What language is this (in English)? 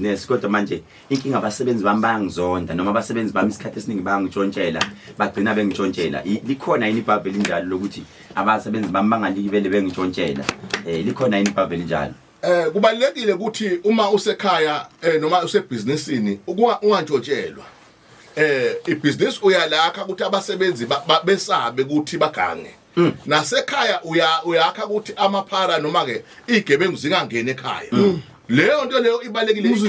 Zulu